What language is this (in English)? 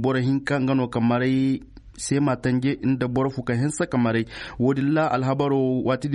Zarma